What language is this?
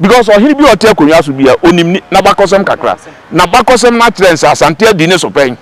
Akan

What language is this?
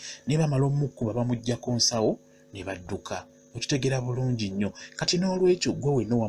Ganda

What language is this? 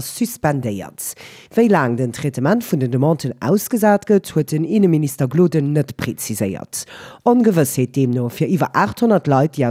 Luxembourgish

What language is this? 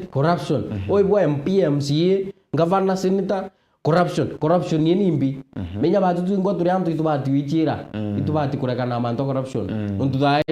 Meru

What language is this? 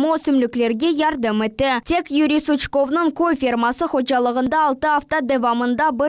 Crimean Tatar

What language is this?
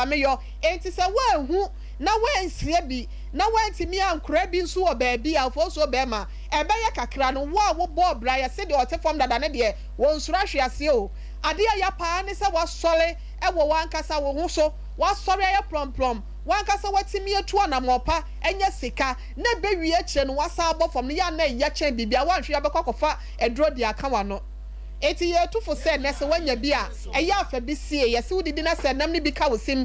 Akan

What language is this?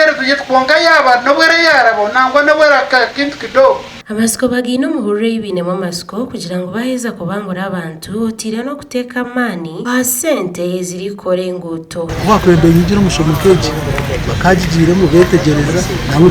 Nyankole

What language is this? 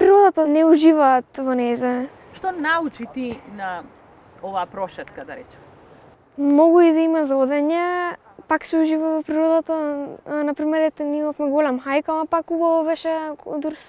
Macedonian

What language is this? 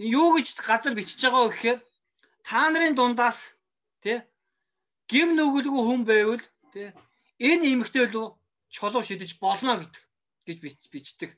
Mongolian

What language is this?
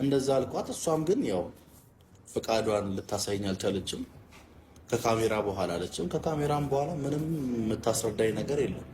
Amharic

